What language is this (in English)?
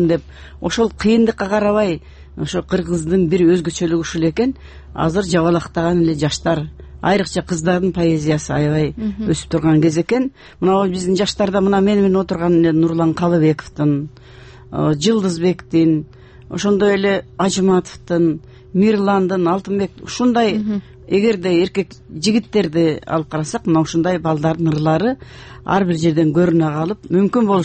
Kyrgyz